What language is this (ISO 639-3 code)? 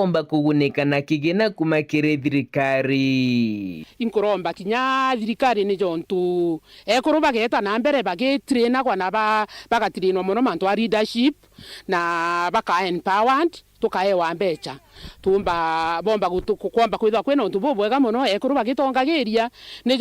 mer